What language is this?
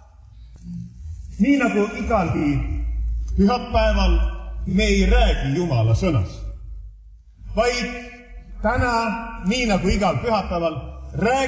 Estonian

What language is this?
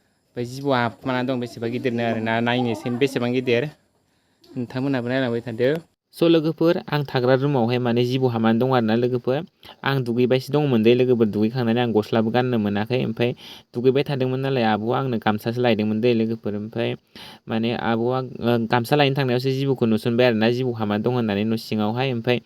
Bodo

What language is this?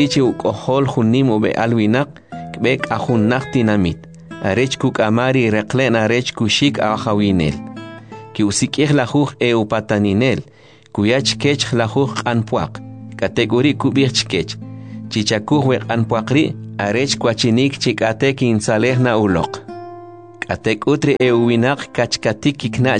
Kʼicheʼ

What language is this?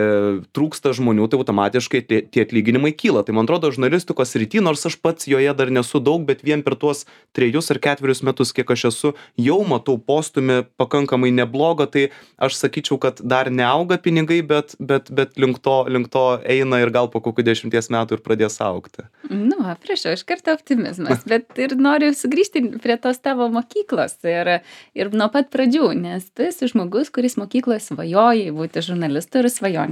Lithuanian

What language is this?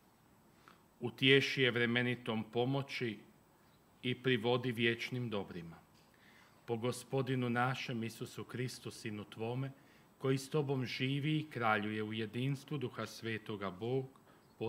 Croatian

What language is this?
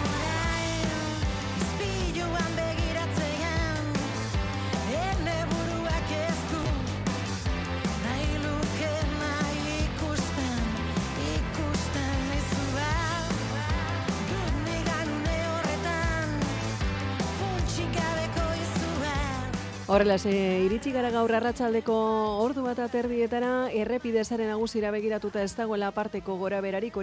Basque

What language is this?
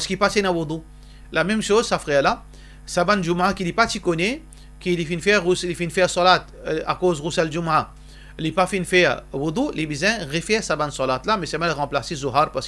Morisyen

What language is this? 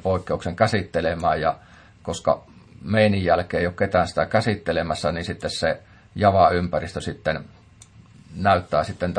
Finnish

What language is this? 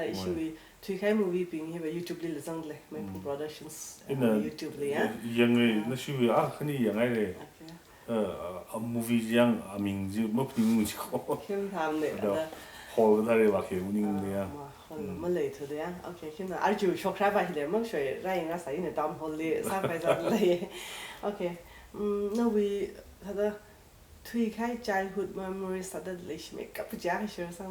Tangkhul Naga (India)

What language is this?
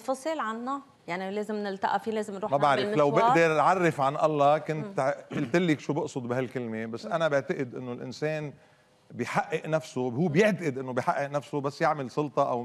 North Levantine Arabic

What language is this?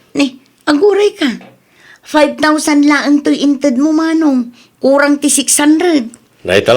Iloko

